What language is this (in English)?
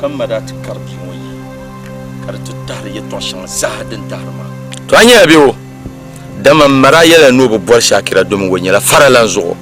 Dagbani